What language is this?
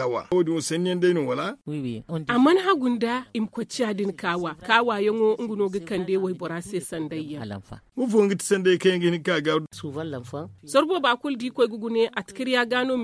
Zarma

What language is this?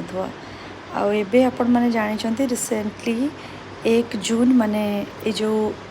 Odia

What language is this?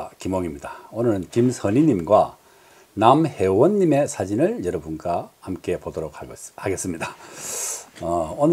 Korean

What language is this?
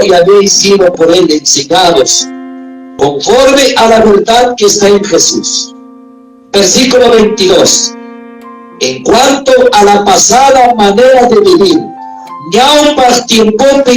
Ayacucho Quechua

